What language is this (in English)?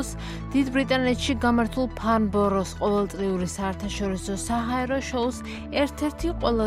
Georgian